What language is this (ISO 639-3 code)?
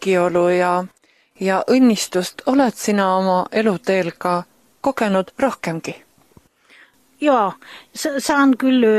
est